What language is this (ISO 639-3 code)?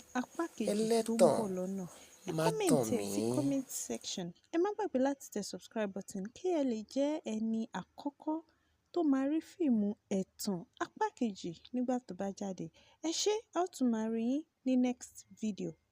yor